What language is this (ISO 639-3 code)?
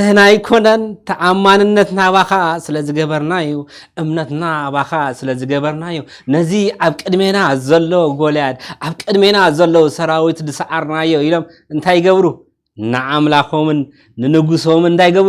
tir